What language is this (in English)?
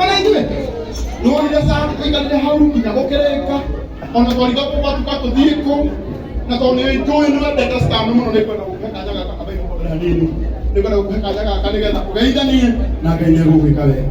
Kikuyu